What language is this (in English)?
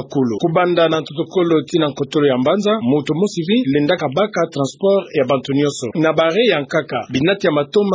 Kituba (Democratic Republic of Congo)